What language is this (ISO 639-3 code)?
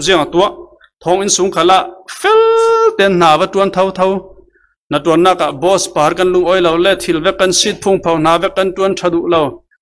cfm